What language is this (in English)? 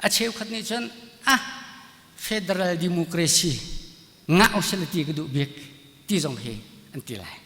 Hakha Chin